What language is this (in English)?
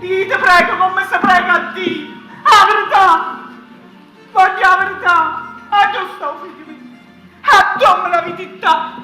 Neapolitan